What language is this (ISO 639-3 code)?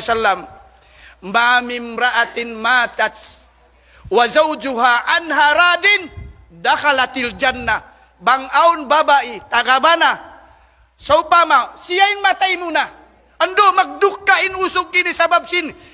tsg